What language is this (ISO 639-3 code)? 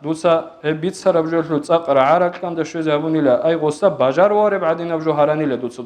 ava